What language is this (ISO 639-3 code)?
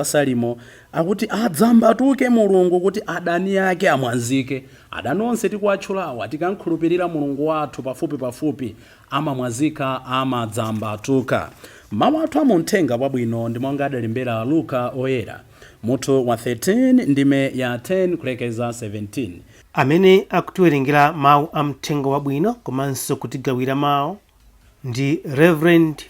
nya